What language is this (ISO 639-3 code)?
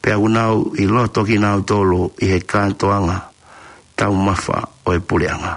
ton